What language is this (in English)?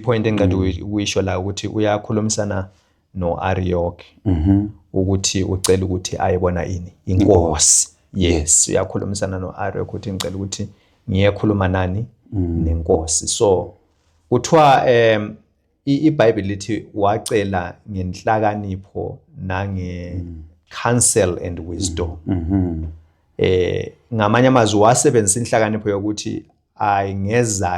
Zulu